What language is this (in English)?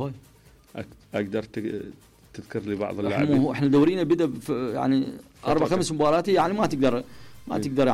Mesopotamian Arabic